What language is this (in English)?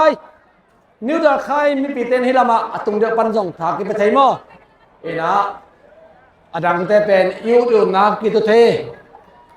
Tedim Chin